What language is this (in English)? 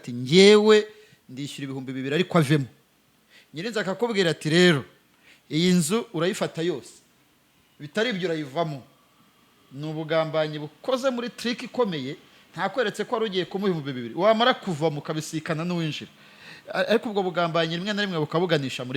Kinyarwanda